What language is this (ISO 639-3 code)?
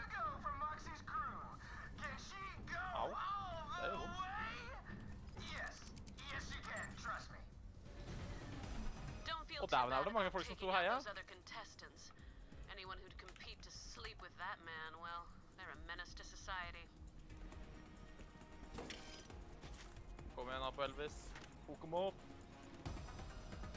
nor